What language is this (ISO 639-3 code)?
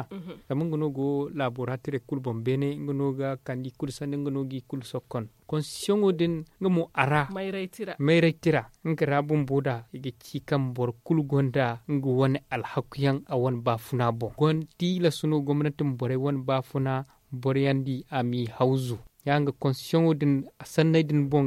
dje